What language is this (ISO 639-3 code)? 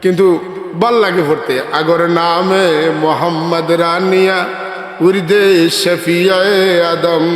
syl